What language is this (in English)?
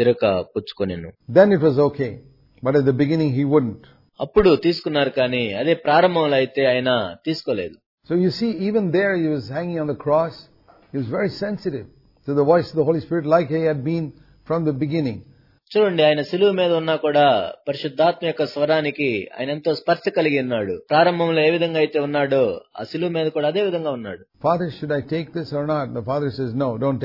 Telugu